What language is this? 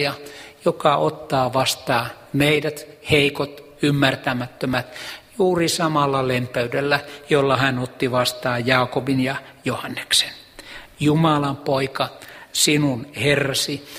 Finnish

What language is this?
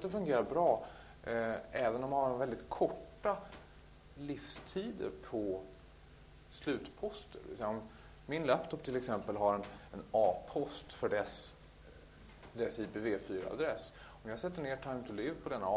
Swedish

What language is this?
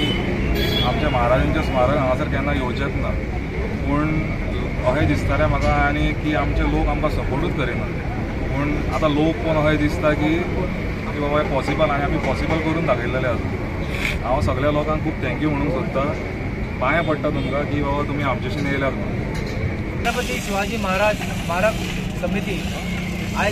Konkani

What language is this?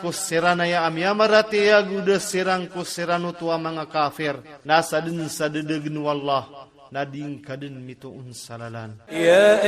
Maranao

